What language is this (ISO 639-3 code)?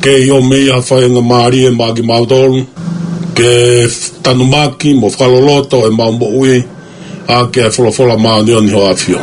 ton